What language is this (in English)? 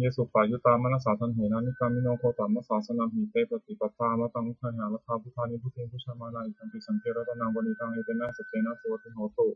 Pali